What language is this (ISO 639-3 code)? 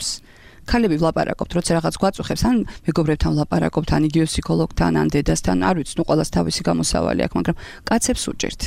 kat